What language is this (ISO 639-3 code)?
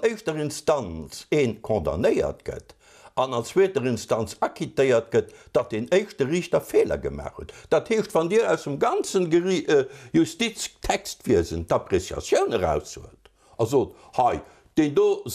ltz